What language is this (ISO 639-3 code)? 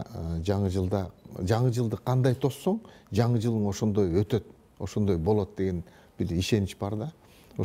kir